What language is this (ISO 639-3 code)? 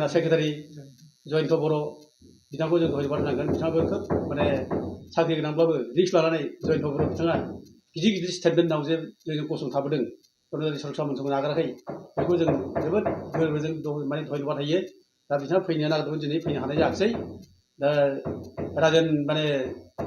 brx